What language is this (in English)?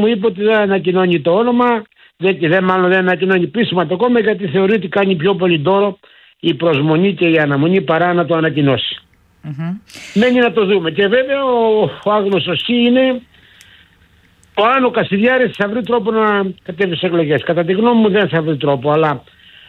Greek